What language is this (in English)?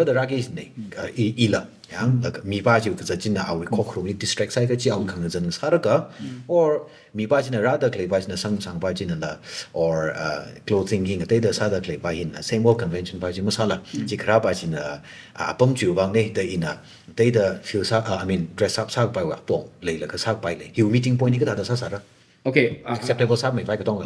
Tangkhul Naga (India)